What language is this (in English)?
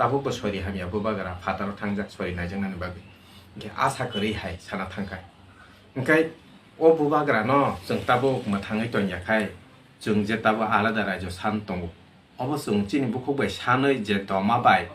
Kok Borok